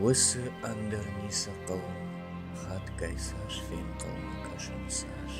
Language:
Ossetic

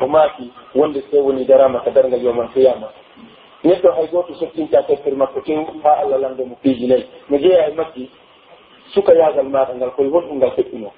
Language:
Pular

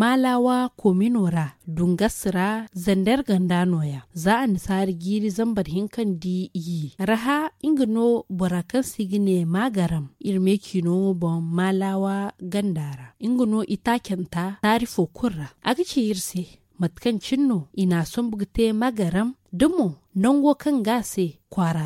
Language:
Zarma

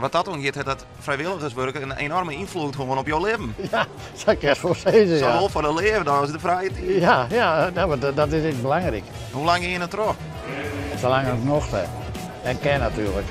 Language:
Western Frisian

